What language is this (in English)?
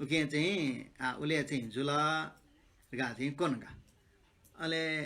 Newari